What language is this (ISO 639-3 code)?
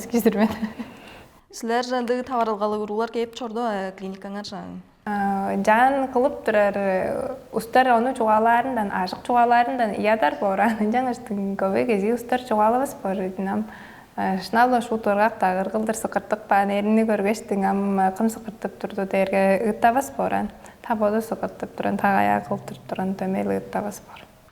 tyv